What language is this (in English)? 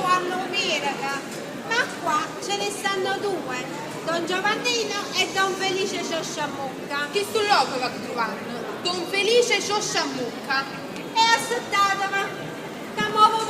Neapolitan